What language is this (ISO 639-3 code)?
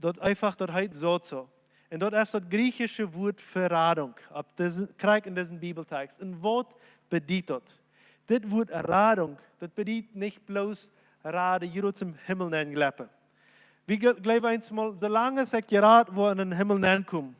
pdt